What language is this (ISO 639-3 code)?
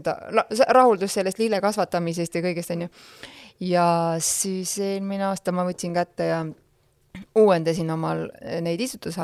est